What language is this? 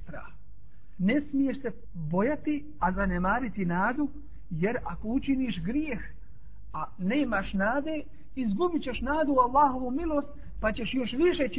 Bosnian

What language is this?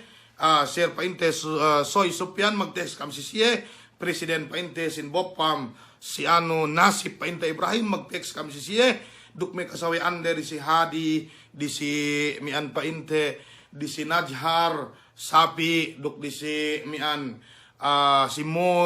Yakan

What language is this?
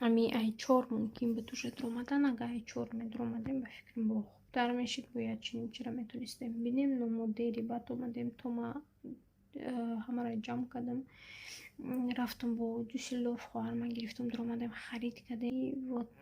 Tajik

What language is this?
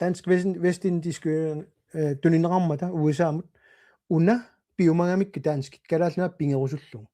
Kalaallisut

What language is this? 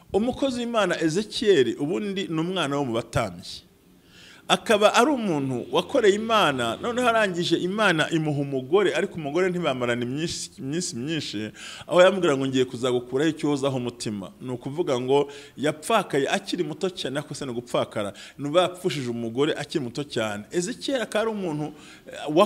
Kinyarwanda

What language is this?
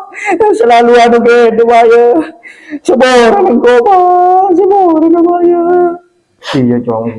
Madurese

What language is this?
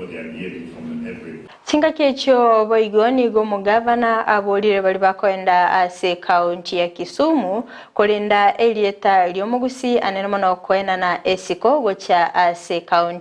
Gusii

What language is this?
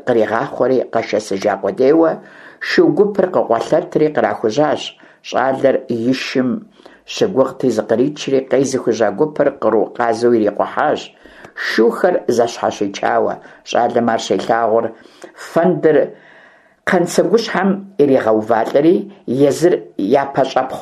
Kabardian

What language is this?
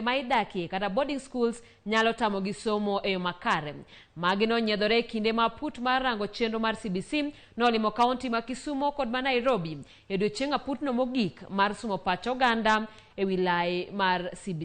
Luo (Kenya and Tanzania)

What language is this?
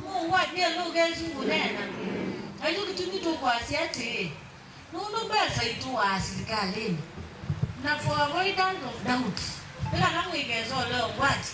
Kamba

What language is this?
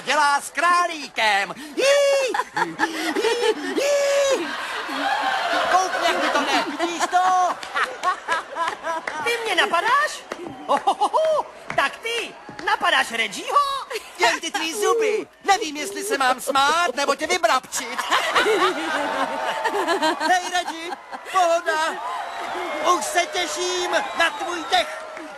Czech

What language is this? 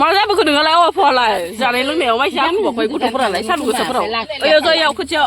Bodo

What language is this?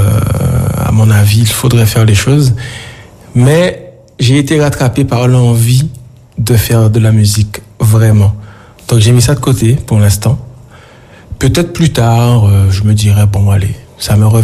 French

